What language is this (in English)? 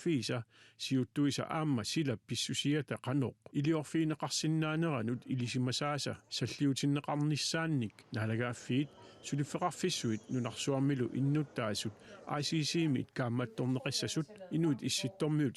Kalaallisut